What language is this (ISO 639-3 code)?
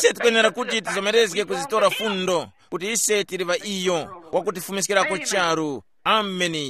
tum